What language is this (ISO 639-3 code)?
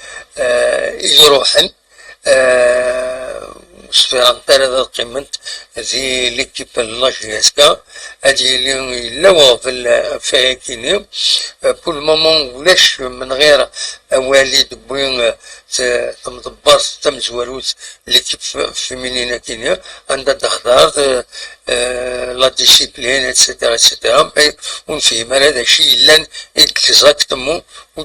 kab